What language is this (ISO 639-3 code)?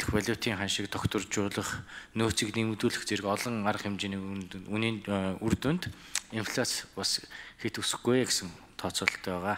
mon